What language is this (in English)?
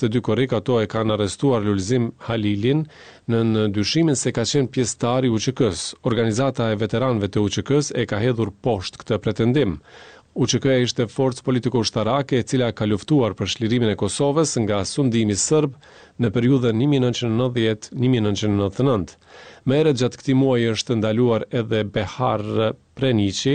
Albanian